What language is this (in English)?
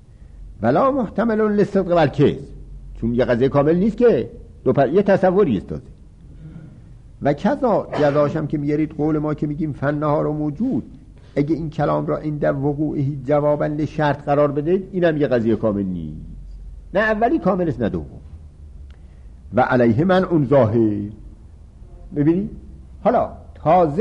Persian